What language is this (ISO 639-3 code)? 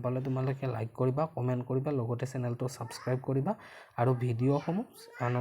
asm